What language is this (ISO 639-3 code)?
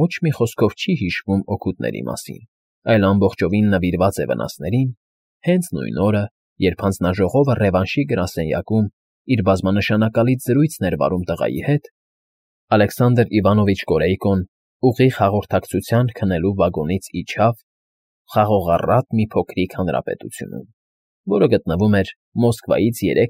hye